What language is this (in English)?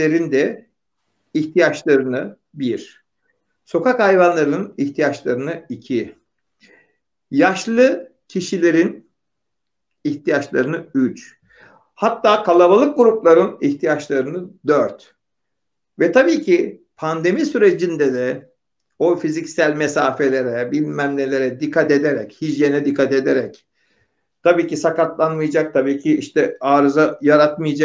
Turkish